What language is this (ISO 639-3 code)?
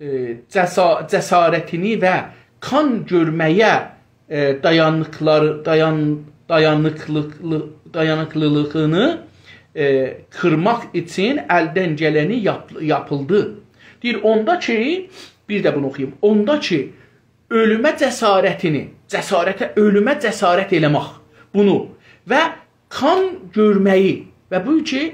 azb